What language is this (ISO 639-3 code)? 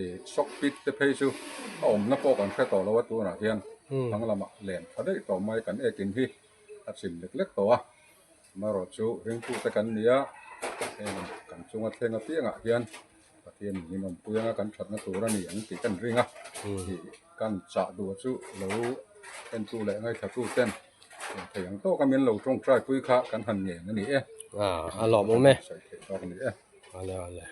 lus